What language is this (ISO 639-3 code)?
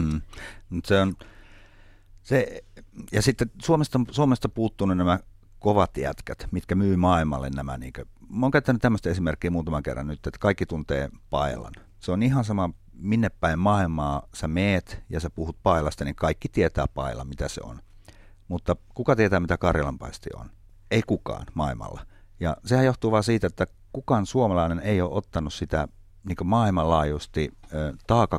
fin